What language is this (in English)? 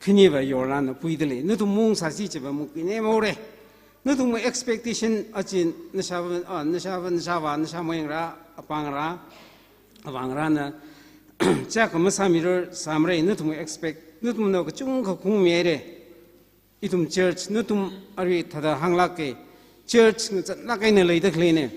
Tangkhul Naga (India)